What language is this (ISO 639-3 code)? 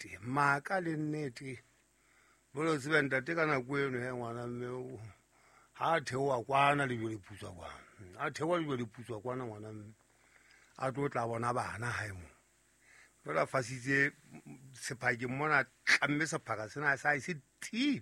sot